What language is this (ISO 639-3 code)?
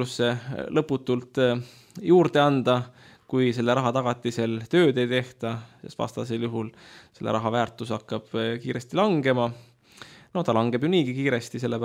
est